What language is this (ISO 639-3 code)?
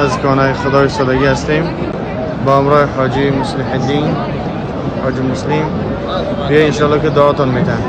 tgk